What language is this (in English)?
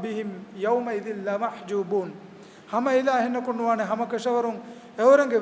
Divehi